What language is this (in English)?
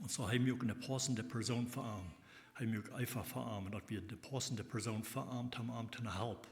Plautdietsch